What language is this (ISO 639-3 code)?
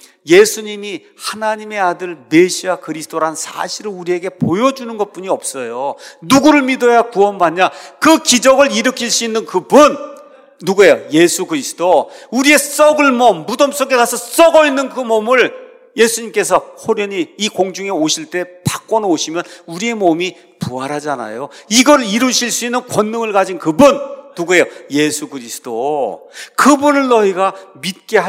kor